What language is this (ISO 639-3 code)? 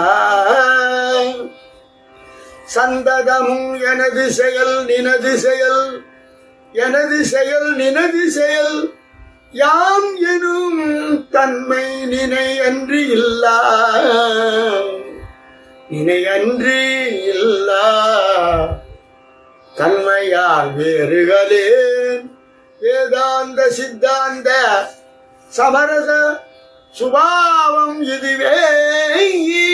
tam